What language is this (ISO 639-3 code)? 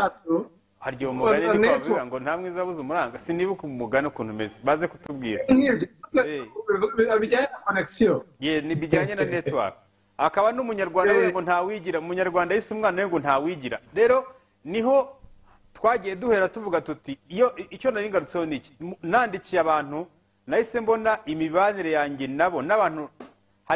kin